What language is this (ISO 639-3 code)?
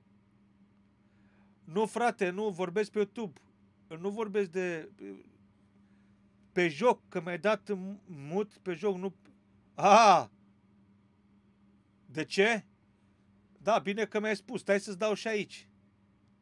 ron